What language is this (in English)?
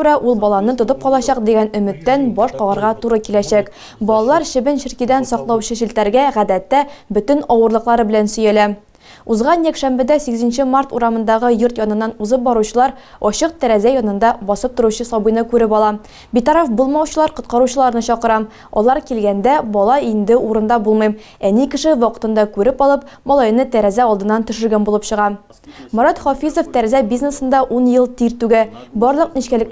Tatar